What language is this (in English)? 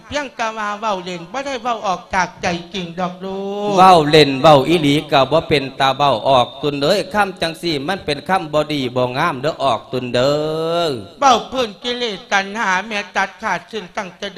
Lao